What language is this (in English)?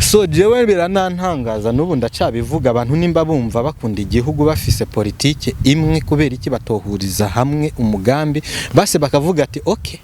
Rundi